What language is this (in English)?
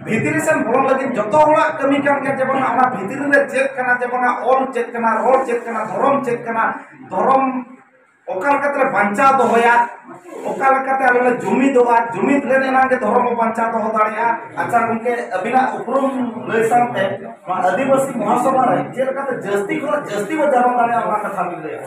Santali